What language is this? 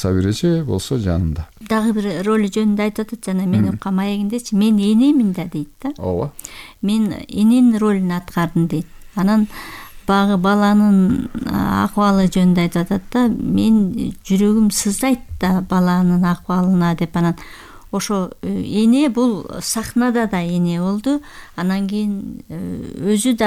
Kyrgyz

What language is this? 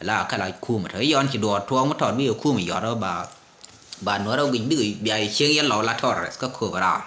Nuer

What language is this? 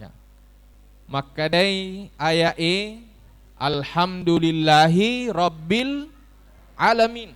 Buginese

